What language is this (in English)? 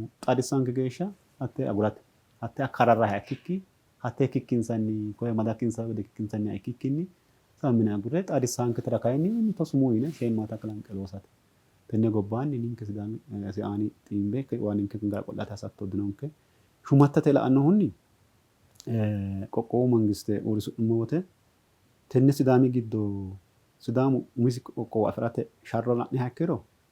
Sidamo